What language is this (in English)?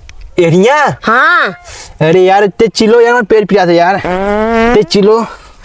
Awadhi